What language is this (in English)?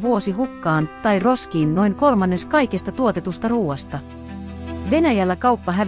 Finnish